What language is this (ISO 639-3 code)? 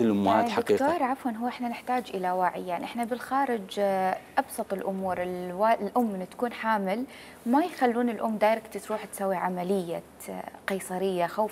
acm